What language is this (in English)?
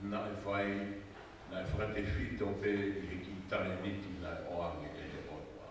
Tongan